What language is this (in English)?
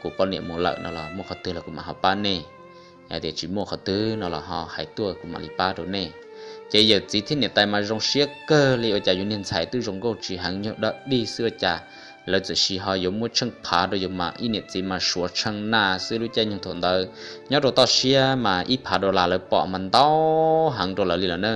Hmong